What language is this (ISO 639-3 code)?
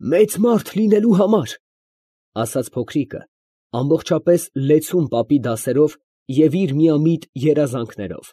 hye